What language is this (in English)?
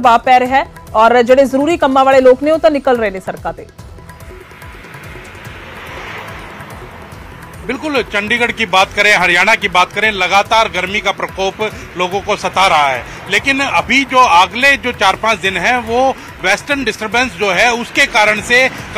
Punjabi